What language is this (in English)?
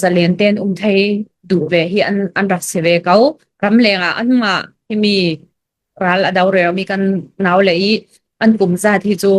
Hakha Chin